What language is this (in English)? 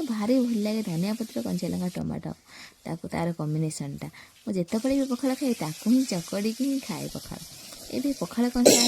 Odia